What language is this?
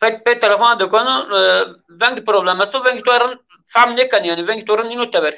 Zaza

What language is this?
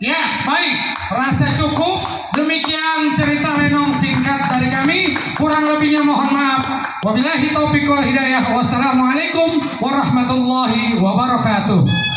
Betawi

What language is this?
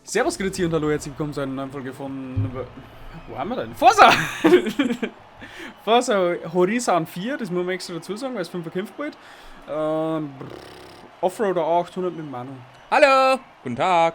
Bavarian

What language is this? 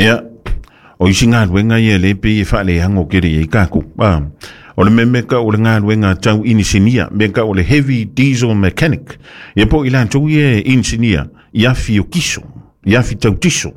Samoan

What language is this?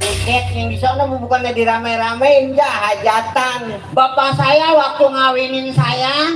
Betawi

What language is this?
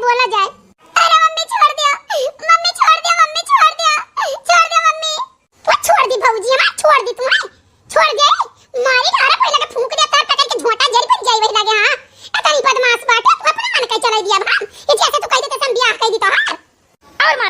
Awadhi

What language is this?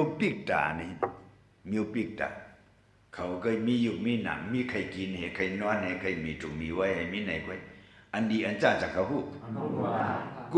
Shan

